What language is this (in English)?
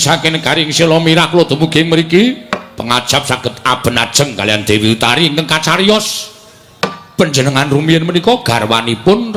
Javanese